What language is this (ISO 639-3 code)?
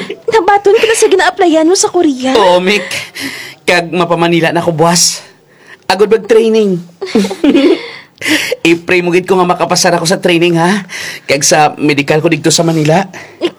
hil